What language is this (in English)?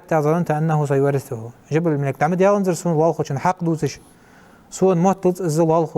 Ingush